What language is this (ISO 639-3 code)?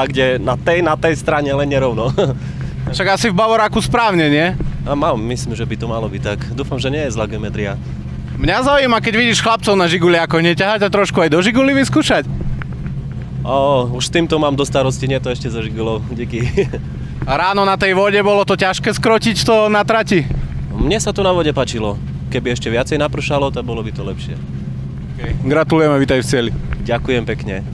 slk